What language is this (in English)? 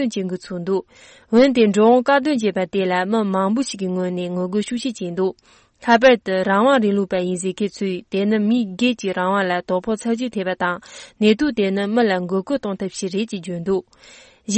Tibetan